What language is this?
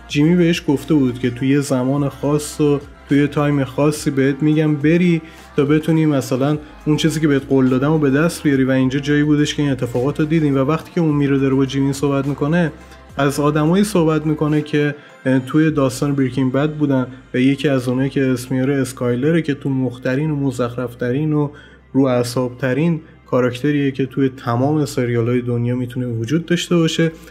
Persian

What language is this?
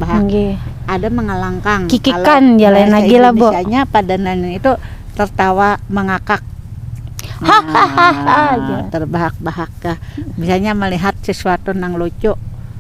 Banjar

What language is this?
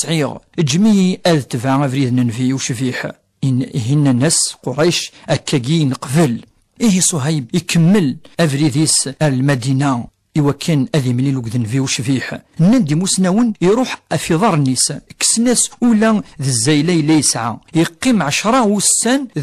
Kabyle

